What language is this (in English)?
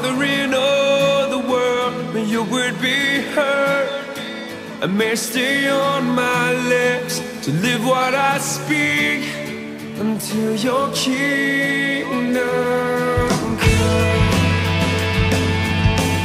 English